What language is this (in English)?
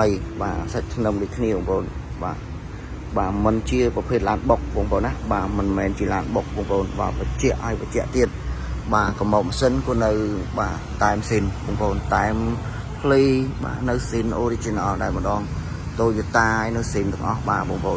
Khmer